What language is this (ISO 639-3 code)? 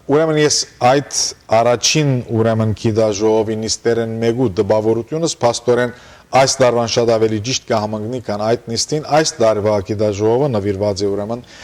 hyw